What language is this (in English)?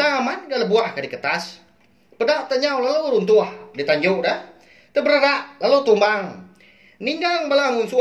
Iban